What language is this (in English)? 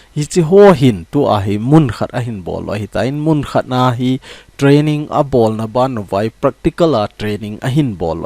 Thado Chin